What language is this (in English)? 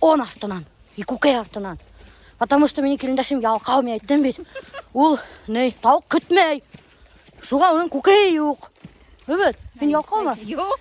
Bashkir